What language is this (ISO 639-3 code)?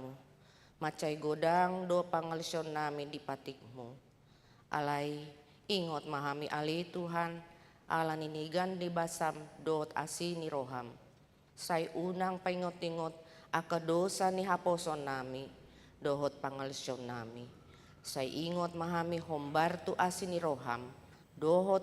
bbc